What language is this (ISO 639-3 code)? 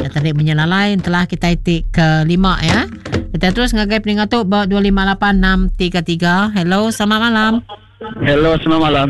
iba